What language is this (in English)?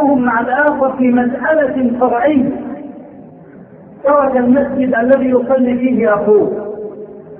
Arabic